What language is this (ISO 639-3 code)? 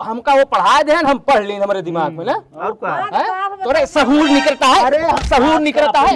awa